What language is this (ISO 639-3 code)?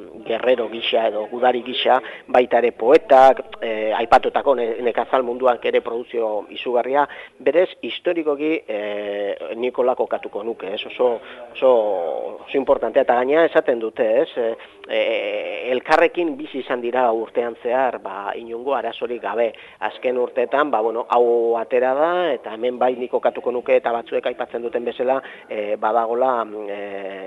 eus